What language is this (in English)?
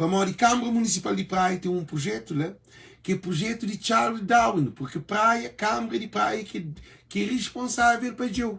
Kabuverdianu